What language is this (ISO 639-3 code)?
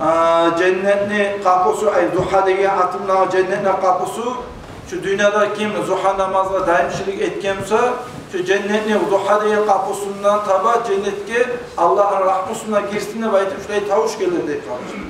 kum